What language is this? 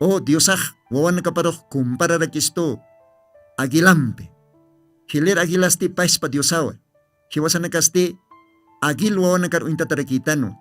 Aymara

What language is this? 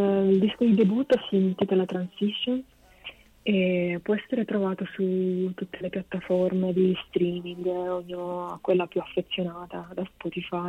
Italian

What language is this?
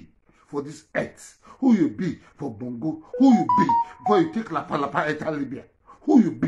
Nigerian Pidgin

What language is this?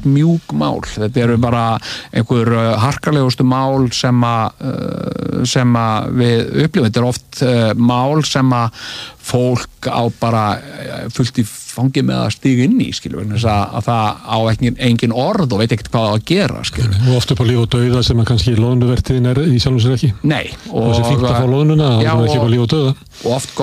Icelandic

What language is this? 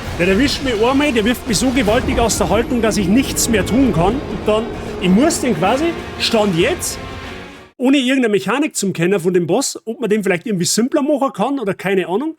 Bavarian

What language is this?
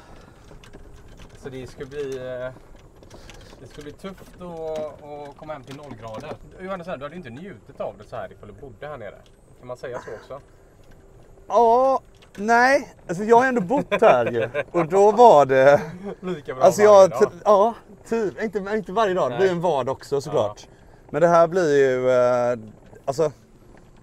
Swedish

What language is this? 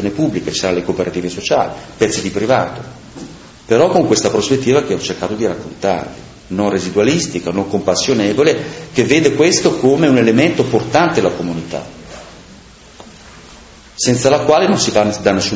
Italian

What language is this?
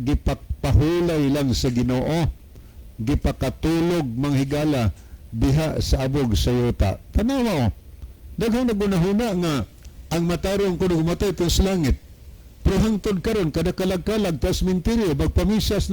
Cebuano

